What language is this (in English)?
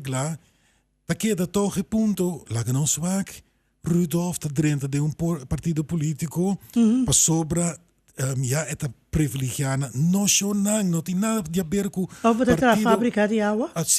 Papiamento